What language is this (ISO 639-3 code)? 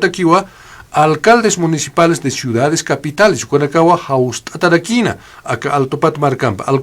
aym